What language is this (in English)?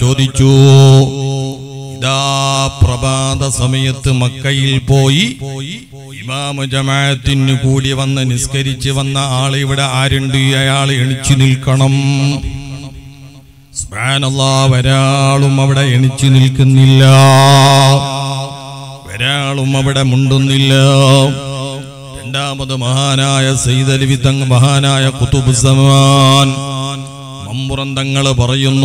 Malayalam